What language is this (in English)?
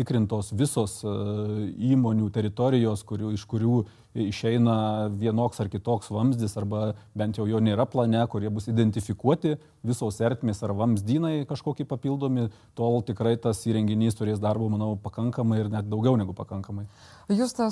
Lithuanian